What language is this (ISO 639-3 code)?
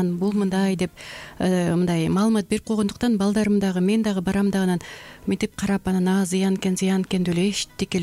kir